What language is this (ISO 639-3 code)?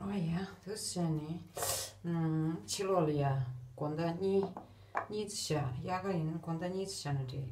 bod